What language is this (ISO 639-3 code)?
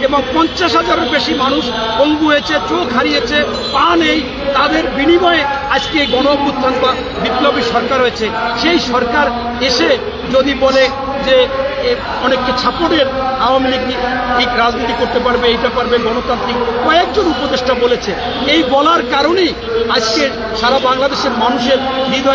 ben